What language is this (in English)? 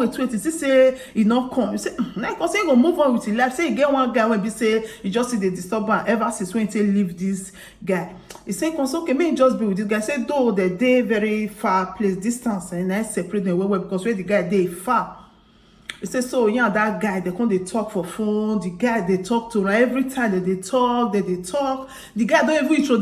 Nigerian Pidgin